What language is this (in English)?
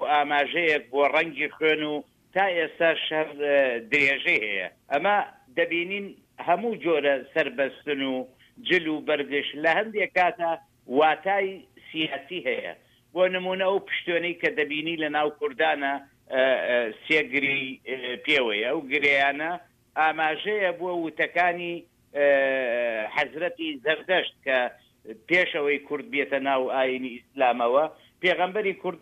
Central Kurdish